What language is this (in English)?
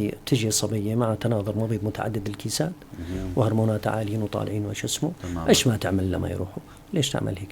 North Levantine Arabic